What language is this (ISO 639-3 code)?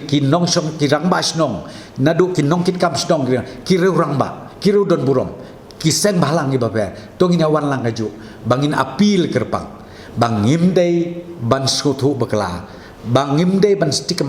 kha